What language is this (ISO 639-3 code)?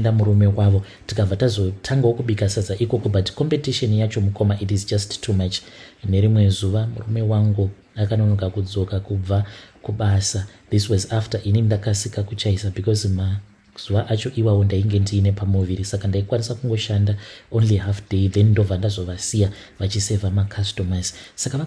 sna